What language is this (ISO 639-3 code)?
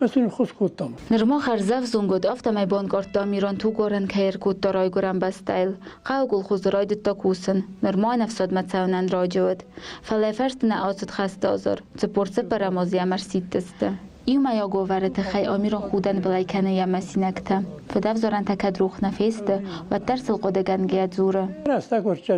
oss